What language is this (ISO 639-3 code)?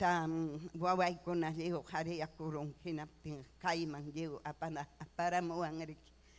quy